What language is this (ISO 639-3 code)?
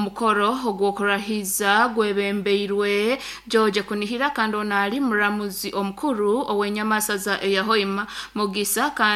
nyo